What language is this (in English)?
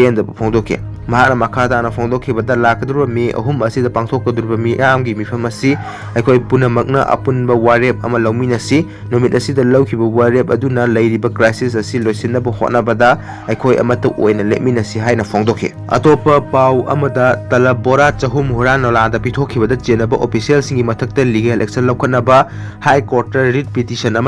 Manipuri